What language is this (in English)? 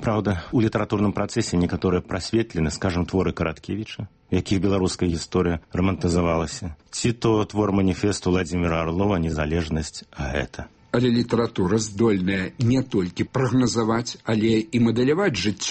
Belarusian